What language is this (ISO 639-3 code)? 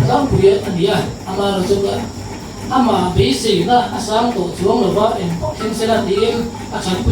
lus